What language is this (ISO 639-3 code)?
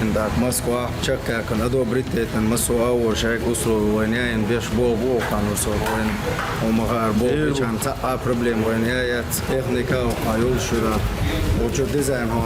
che